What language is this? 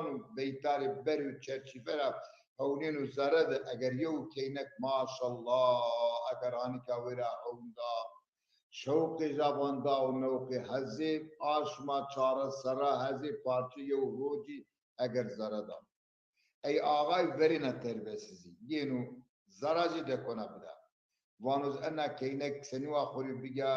Zaza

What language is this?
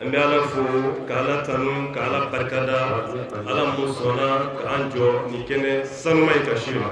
Bambara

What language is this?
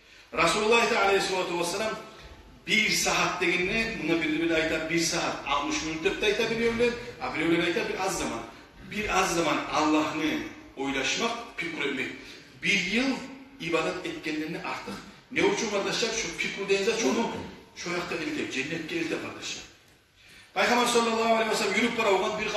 Kumyk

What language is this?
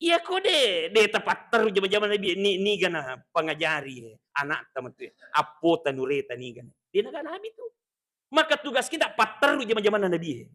Buginese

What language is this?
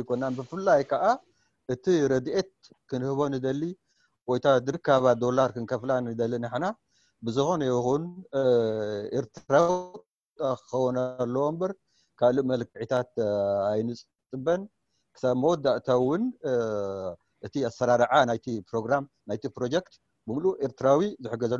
Tigrinya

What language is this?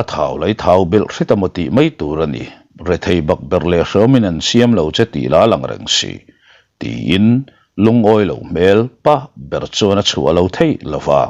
Mizo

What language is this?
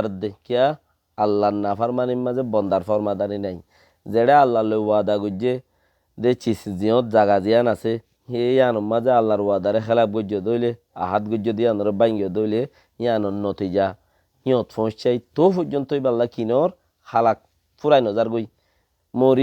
Rohingya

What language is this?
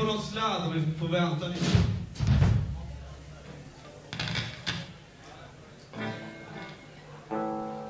Swedish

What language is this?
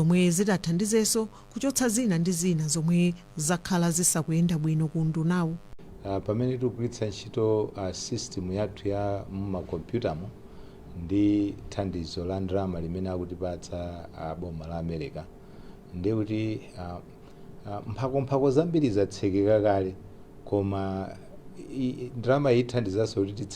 Nyanja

